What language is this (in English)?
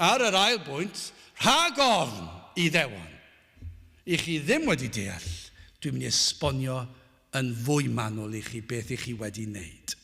Welsh